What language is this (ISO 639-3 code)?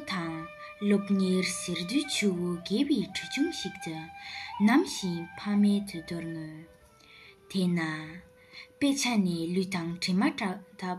bod